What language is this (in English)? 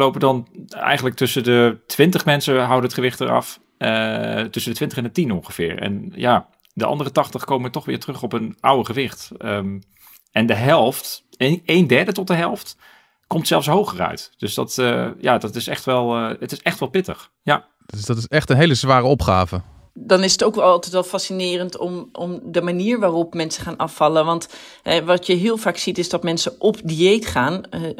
Dutch